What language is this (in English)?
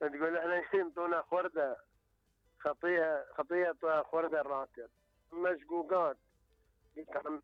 Mesopotamian Arabic